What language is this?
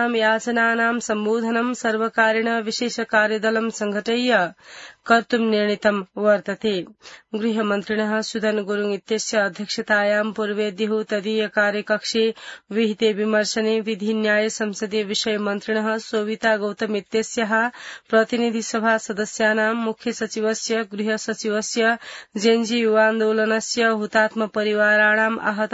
Sanskrit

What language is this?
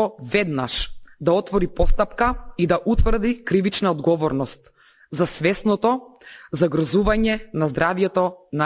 Macedonian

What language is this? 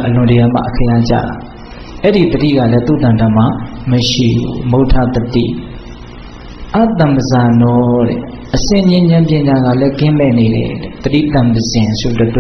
Burmese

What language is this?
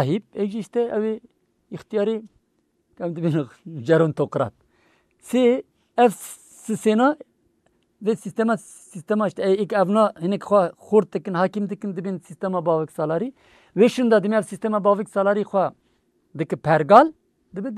Kurdish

